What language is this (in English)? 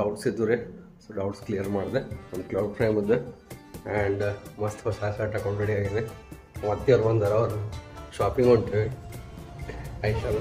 Kannada